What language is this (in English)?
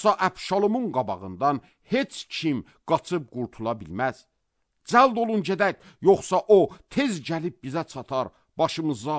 Azerbaijani